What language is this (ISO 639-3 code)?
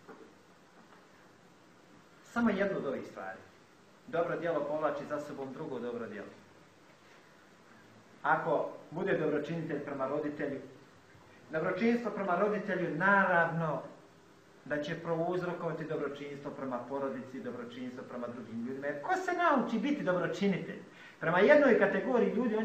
bos